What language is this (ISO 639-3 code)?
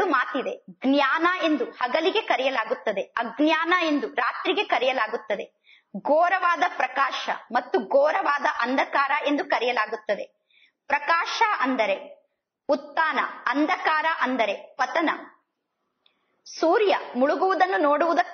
kan